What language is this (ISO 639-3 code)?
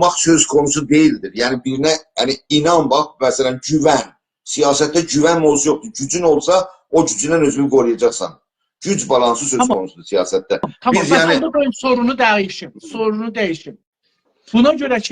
azb